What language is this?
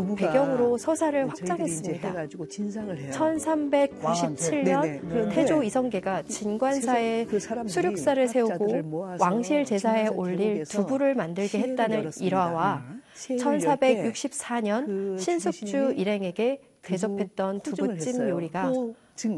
Korean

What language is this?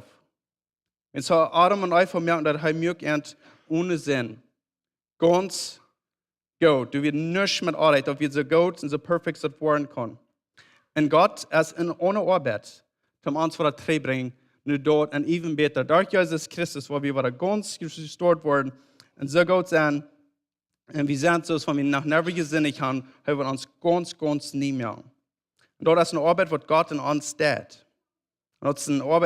Plautdietsch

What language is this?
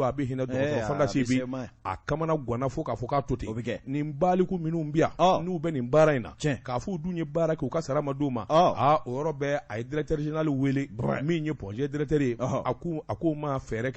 Bambara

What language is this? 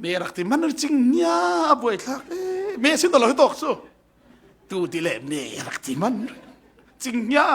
Falam Chin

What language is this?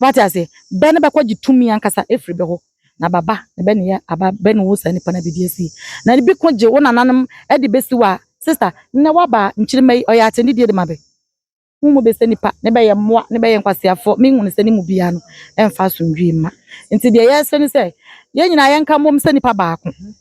Akan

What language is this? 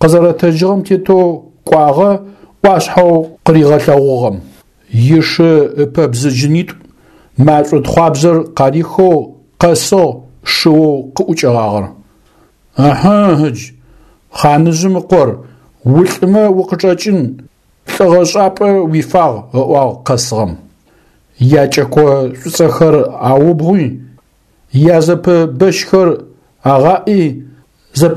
Adyghe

